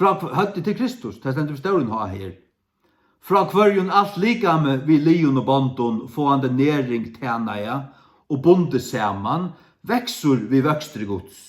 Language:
Faroese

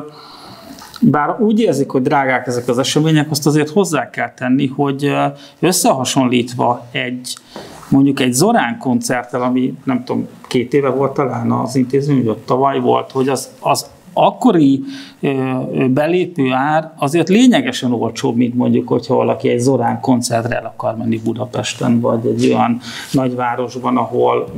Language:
Hungarian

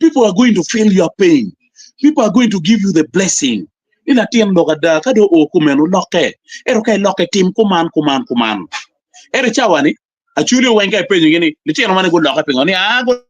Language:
Acoli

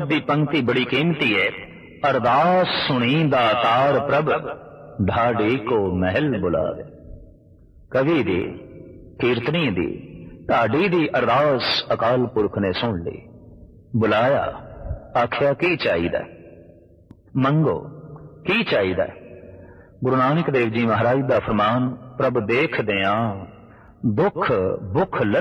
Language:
Punjabi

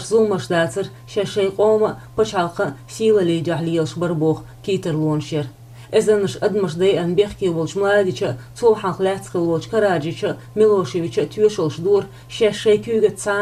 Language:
Chechen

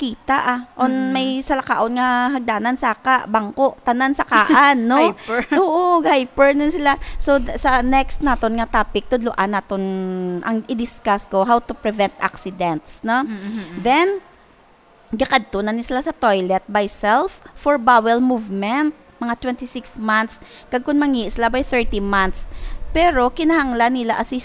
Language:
Hiligaynon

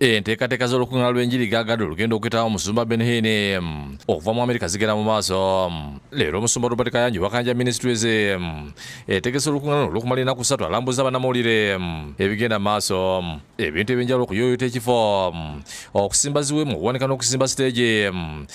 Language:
Ganda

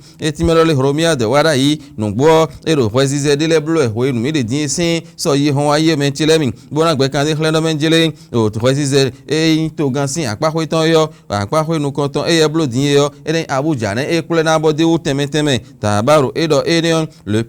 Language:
Fon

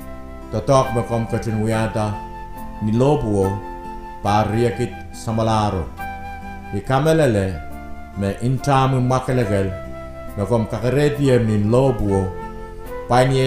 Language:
Pohnpeian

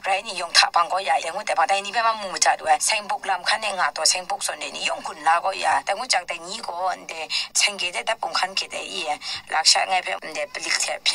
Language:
Kachin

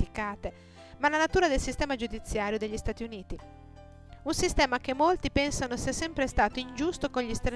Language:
Italian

